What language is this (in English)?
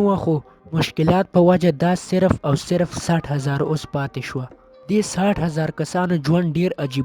Pashto